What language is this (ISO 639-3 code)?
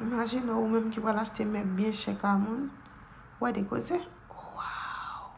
hat